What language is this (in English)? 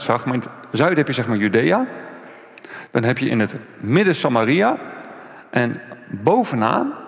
Dutch